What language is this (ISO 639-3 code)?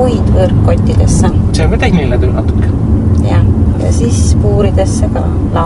est